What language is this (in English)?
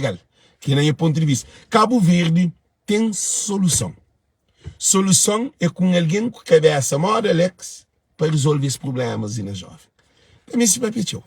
Kabuverdianu